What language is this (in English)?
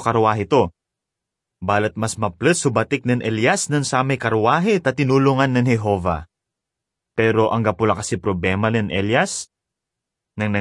Pangasinan